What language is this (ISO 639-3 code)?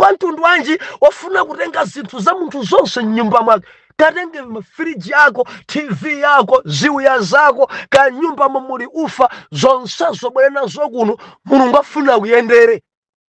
nya